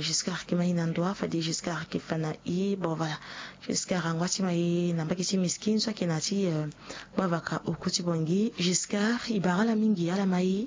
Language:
Sango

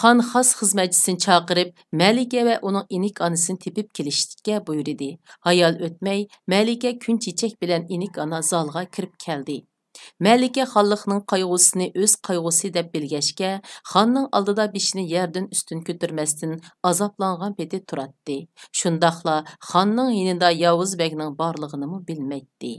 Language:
Uyghur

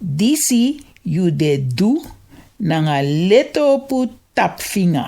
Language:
Sranan Tongo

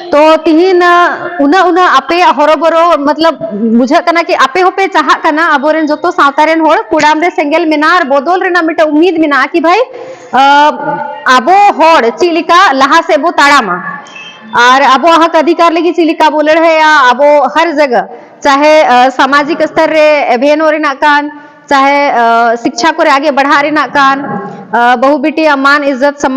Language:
Santali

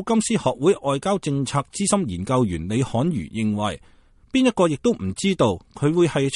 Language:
Cantonese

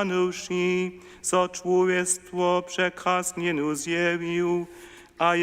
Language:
Upper Sorbian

